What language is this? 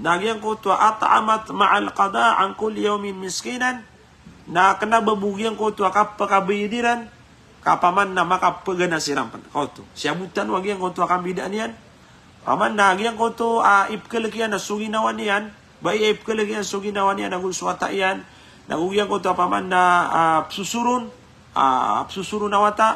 Maranao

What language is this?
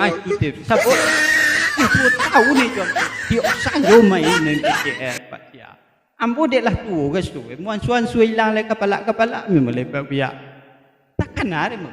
Minangkabau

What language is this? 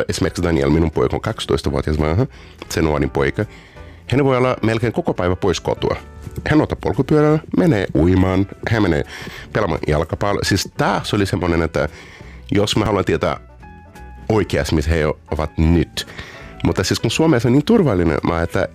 Finnish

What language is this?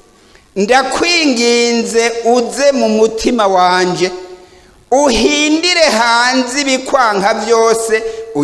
Rundi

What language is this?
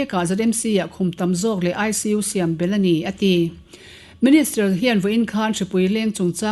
Mizo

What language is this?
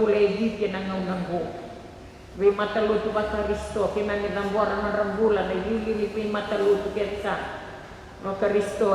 Fijian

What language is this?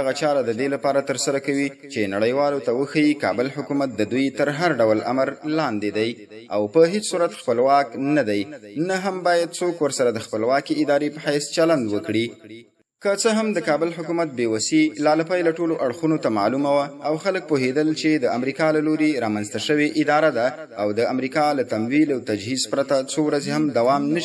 Pashto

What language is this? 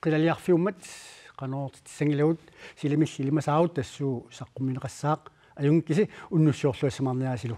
Kalaallisut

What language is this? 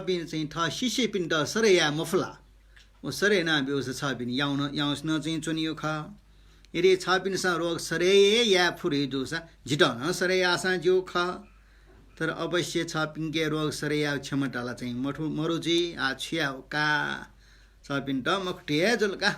Newari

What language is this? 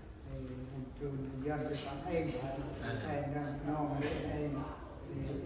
Central Mnong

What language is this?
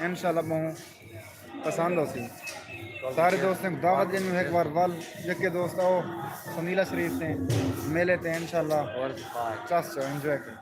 Saraiki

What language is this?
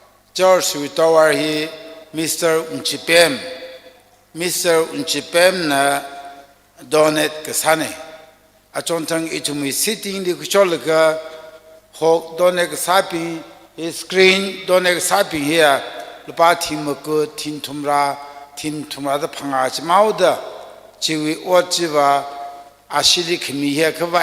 Tangkhul Naga (India)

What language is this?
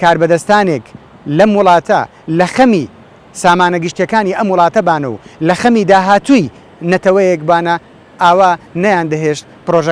Central Kurdish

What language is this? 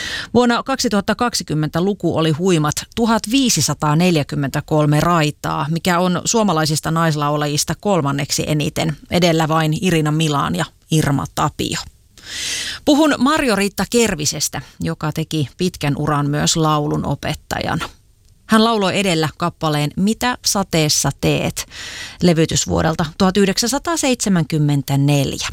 Finnish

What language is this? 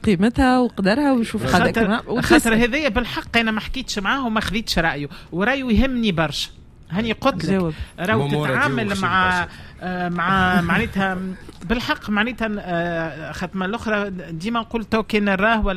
Tunisian Arabic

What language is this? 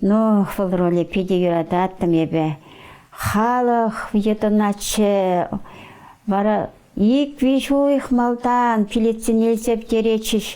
Chuvash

